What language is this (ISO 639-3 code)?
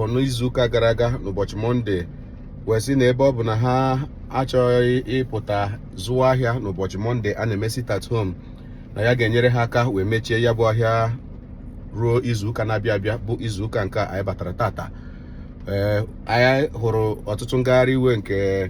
ibo